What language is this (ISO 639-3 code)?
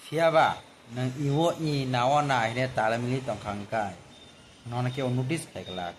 trp